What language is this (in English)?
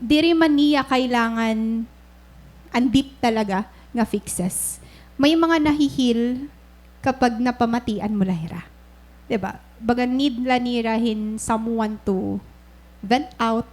Waray